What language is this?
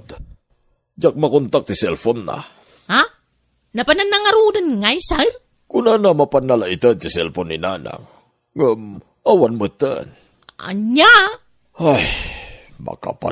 Iloko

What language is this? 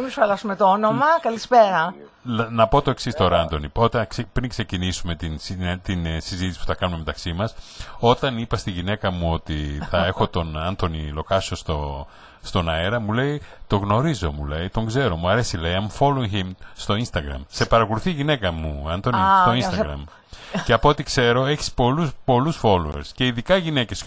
Greek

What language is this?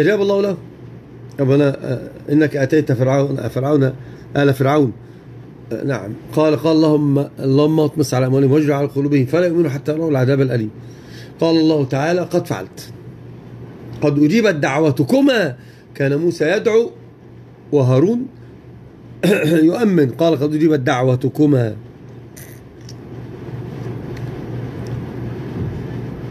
Arabic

